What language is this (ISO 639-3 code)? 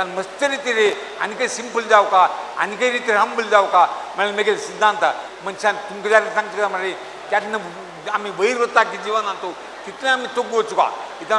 kok